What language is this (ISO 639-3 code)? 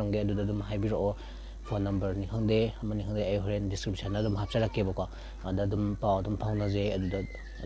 mni